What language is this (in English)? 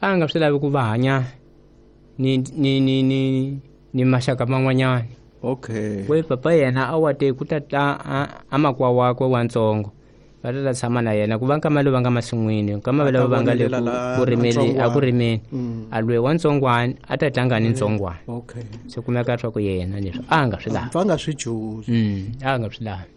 Tsonga